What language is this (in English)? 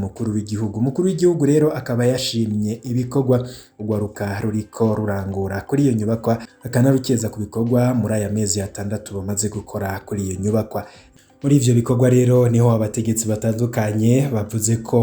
Rundi